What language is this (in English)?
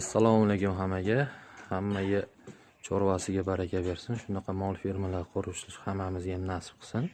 Uzbek